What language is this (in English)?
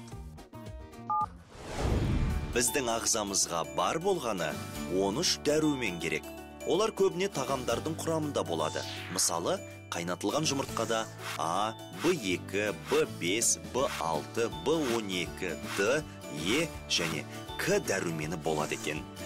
Kazakh